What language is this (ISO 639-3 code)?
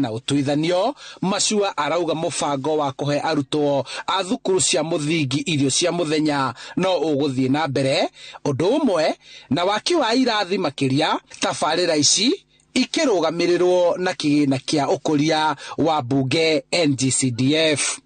kik